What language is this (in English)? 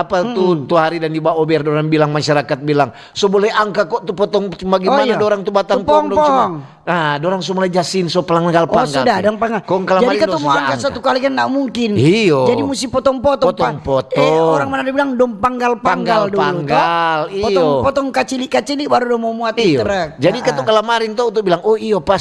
Manado Malay